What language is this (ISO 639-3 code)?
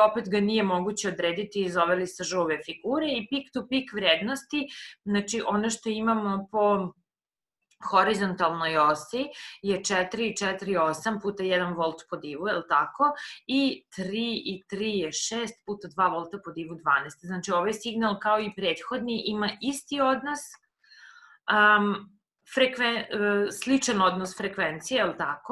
srp